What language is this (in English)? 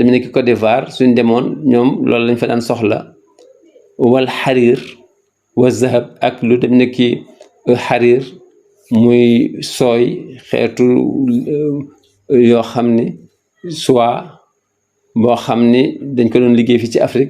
Wolof